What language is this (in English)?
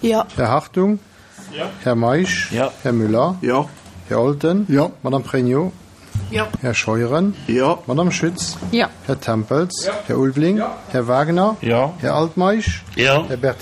Luxembourgish